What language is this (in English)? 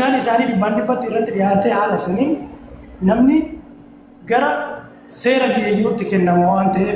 Oromo